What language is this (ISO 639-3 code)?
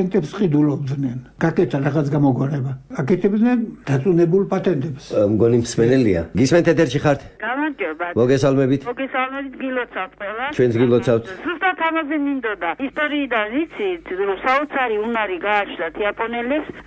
kat